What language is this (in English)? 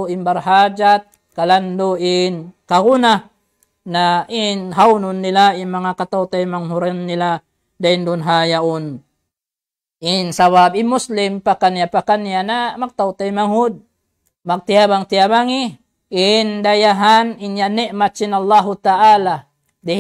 Tausug